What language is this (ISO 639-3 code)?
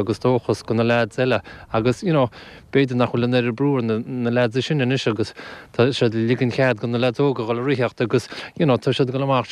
gle